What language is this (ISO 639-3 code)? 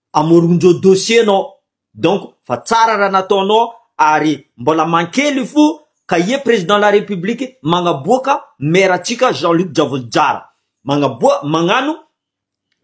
mlg